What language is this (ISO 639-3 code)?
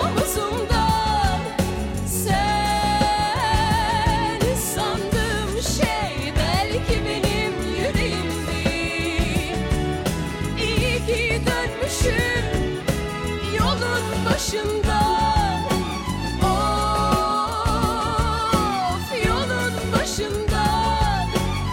tur